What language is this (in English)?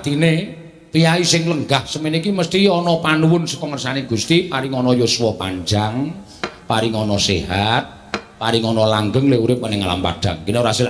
Javanese